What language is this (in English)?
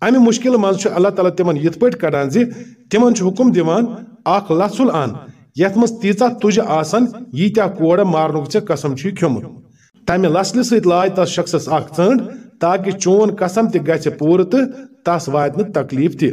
Kashmiri